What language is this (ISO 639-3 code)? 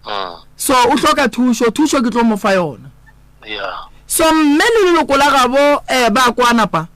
nso